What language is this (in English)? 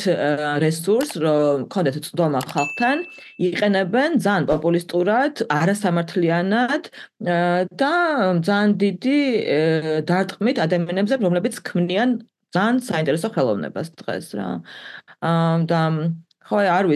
Georgian